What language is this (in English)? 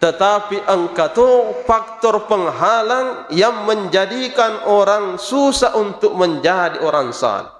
Buginese